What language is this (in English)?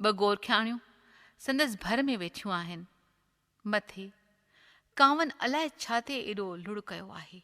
Sindhi